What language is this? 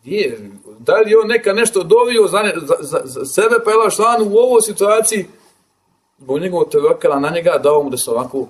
Bosnian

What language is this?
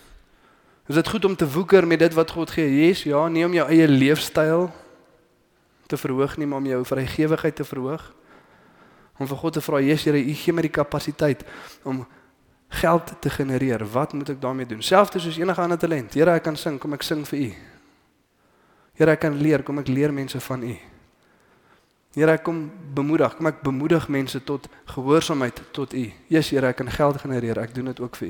Afrikaans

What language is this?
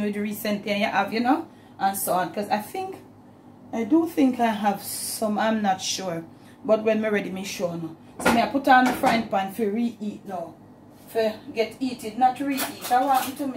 Jamaican Creole English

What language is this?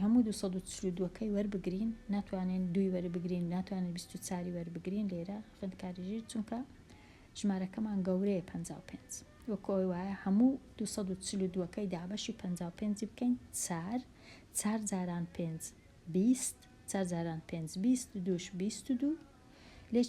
Central Kurdish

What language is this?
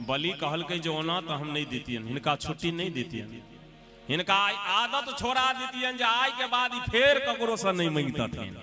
Maithili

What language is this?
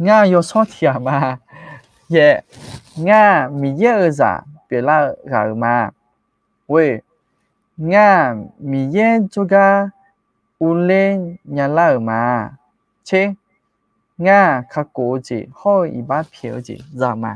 Akha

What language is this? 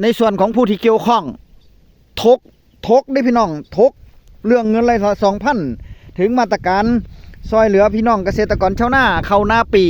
Northeastern Thai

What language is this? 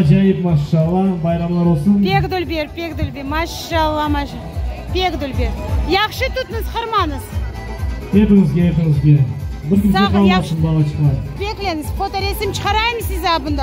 Crimean Tatar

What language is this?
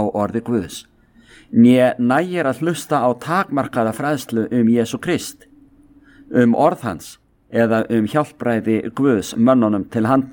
Icelandic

